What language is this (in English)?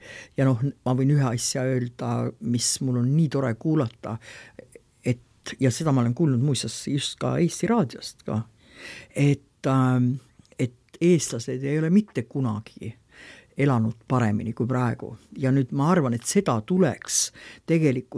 Estonian